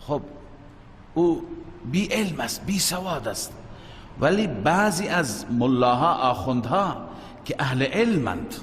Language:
Persian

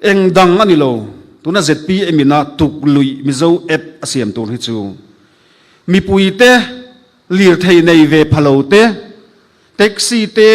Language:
Mizo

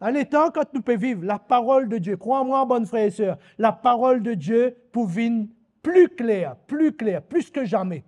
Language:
Morisyen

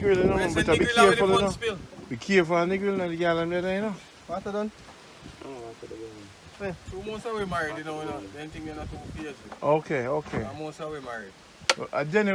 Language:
Jamaican Creole English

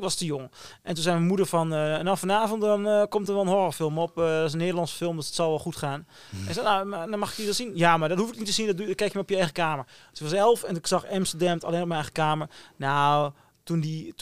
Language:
Dutch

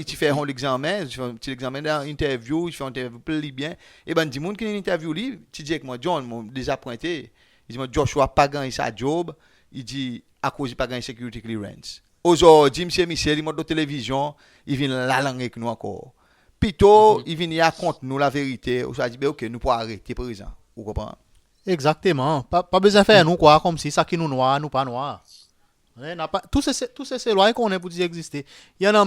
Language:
Seselwa Creole French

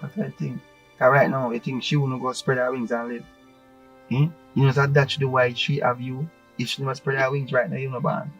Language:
Jamaican Creole English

